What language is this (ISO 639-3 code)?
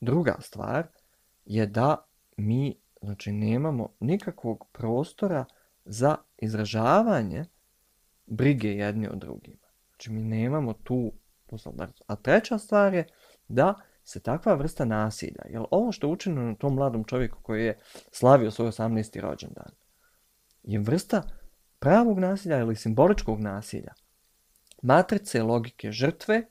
bos